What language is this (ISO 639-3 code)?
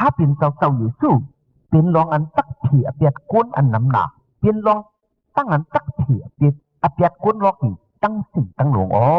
shn